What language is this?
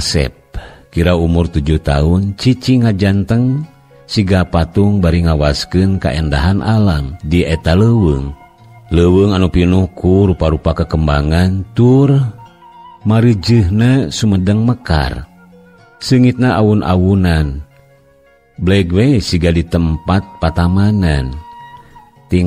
Sundanese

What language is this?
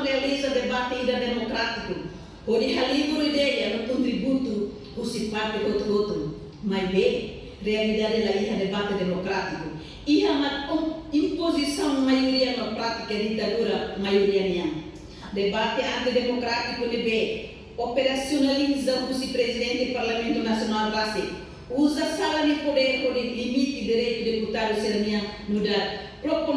Tetum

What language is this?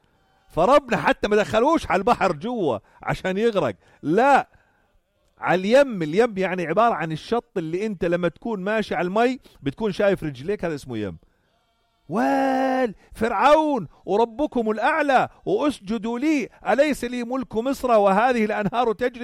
North Levantine Arabic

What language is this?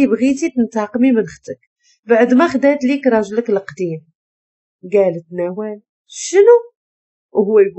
Moroccan Arabic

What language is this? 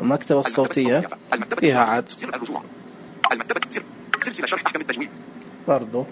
Najdi Arabic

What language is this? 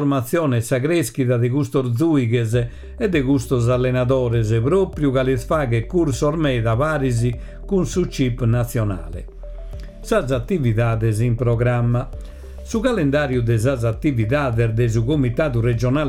Sardinian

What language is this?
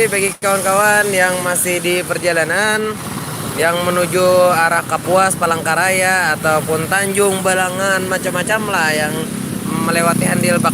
Banjar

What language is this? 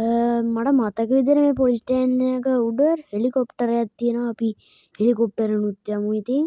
Sinhala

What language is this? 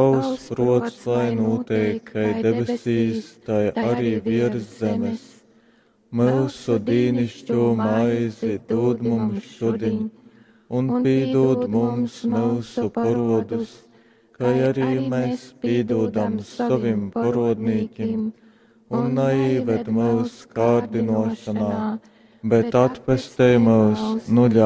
Latgalian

